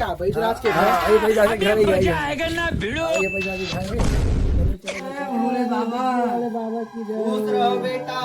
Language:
Chhattisgarhi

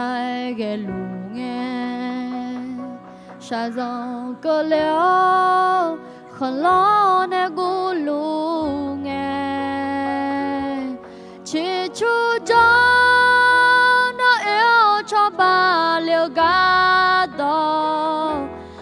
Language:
Akha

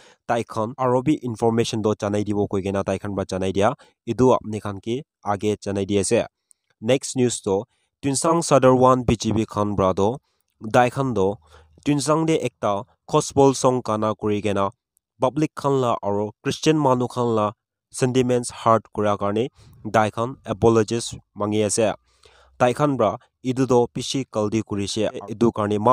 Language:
Naga Pidgin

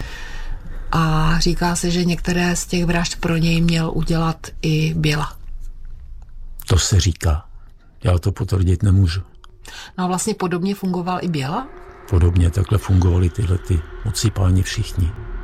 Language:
Czech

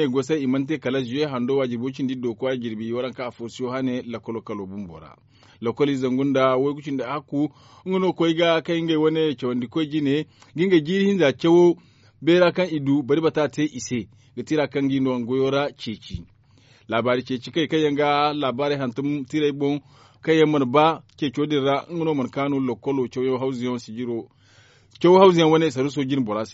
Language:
Zarma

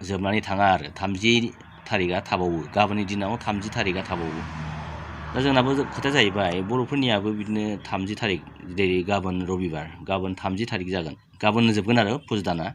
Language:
Bodo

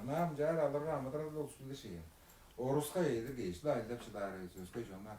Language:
Tuvinian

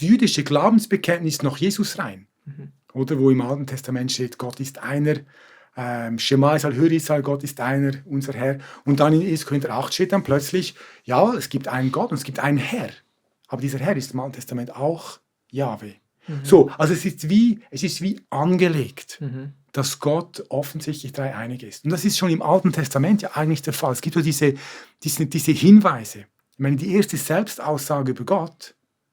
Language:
Swiss German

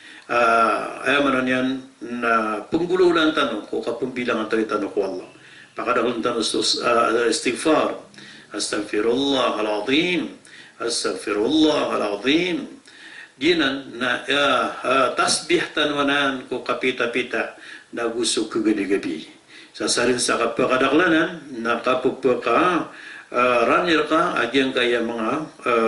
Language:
Maranao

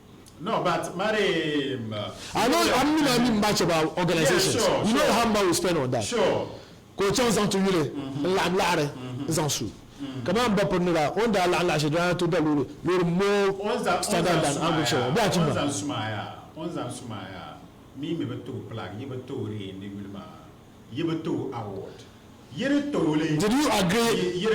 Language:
Dagbani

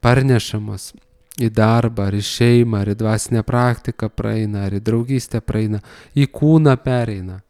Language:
Lithuanian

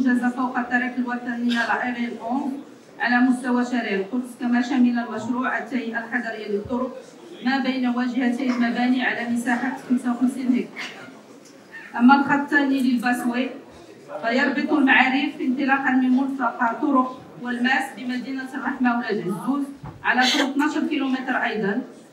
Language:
Arabic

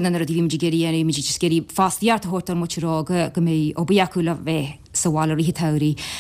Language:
Irish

